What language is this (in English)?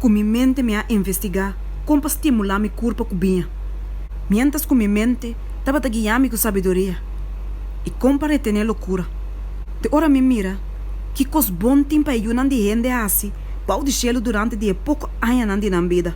Papiamento